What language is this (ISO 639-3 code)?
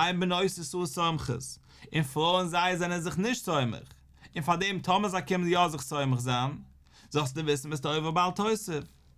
yid